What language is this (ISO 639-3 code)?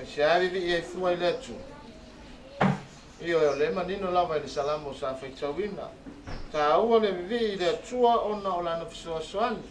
smo